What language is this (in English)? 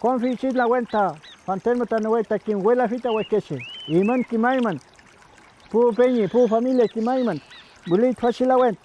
Mapuche